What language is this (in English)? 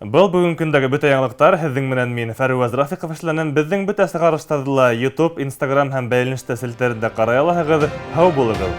Bashkir